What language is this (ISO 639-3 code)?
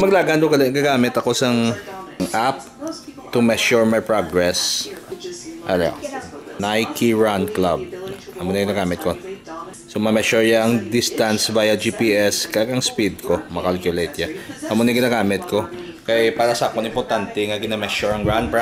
hil